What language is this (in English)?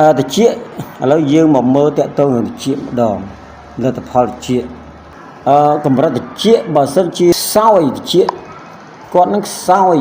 Khmer